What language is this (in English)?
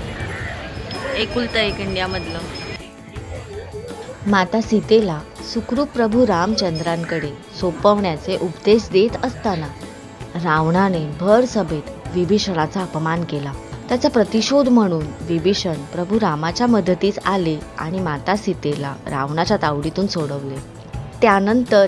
Marathi